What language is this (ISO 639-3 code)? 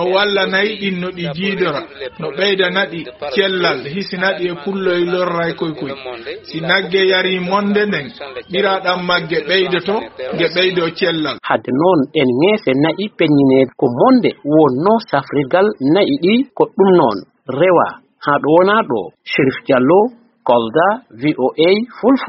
ful